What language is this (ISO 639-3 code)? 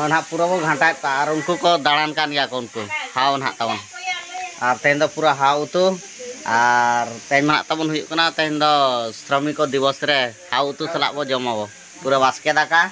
sat